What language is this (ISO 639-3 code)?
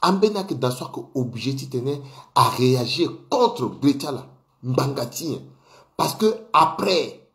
sag